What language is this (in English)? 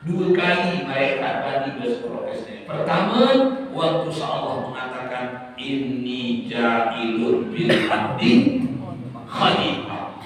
Sasak